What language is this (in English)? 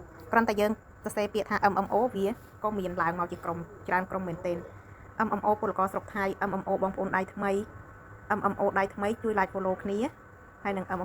Khmer